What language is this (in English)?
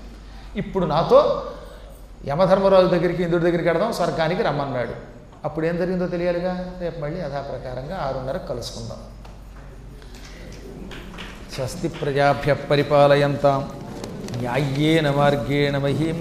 Telugu